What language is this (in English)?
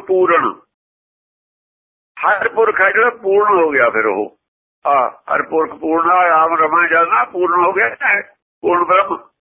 Punjabi